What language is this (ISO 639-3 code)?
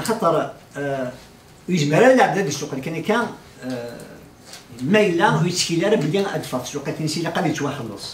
kab